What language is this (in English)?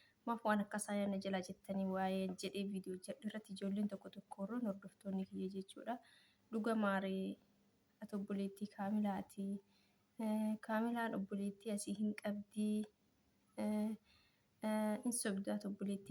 Oromo